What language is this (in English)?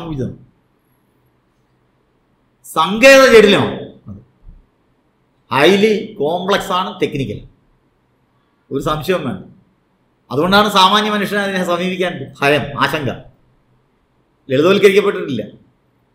Malayalam